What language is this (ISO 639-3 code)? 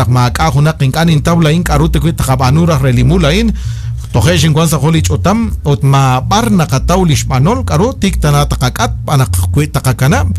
kek